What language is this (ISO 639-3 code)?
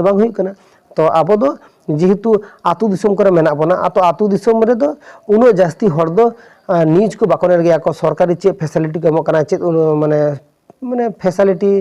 sat